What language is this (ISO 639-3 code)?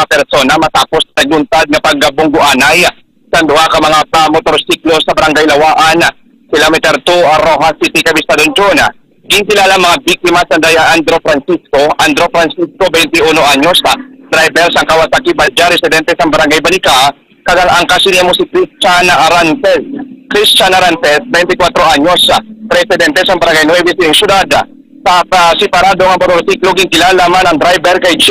hil